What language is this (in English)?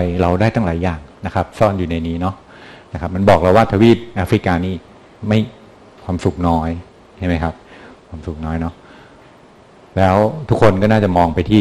Thai